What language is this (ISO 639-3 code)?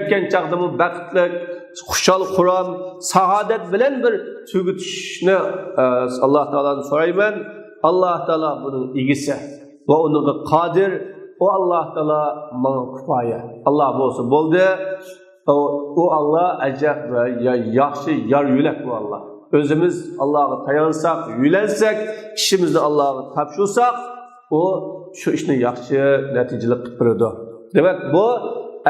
uig